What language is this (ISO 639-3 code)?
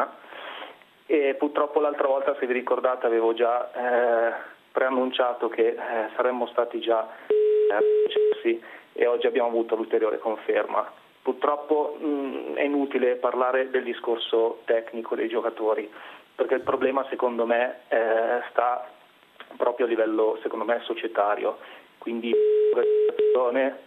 ita